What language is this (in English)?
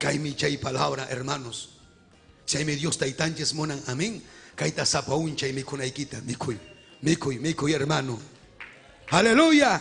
Ayacucho Quechua